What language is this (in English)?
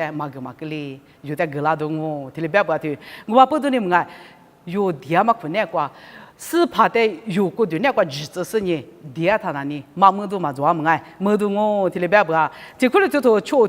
Lisu